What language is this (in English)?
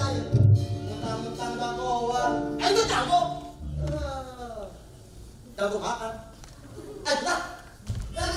Betawi